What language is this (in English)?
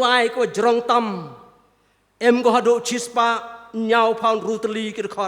Khasi